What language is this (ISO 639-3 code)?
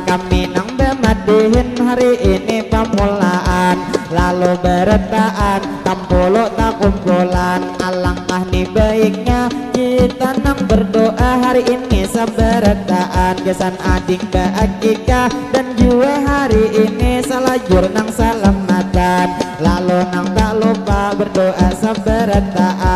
bjn